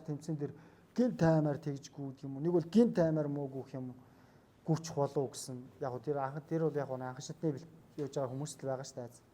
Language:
Mongolian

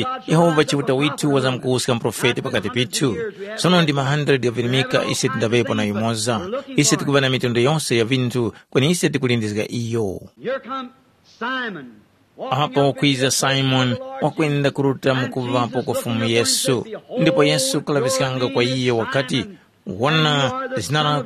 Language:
Tumbuka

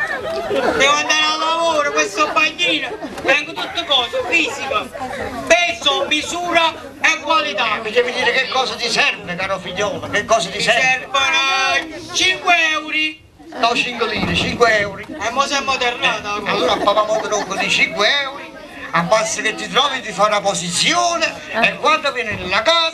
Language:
Neapolitan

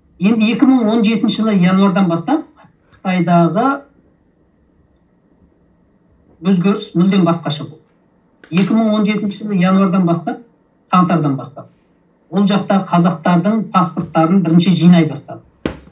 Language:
Kazakh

